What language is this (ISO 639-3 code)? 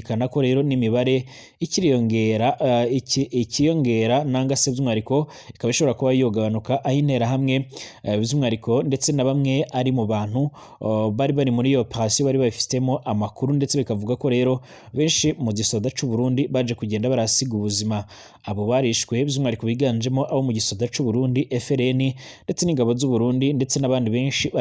run